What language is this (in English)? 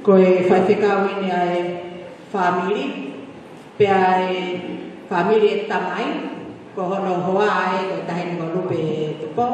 Tongan